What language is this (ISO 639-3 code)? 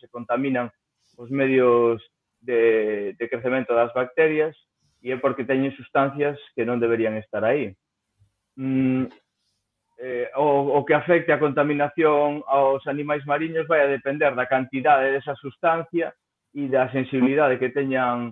glg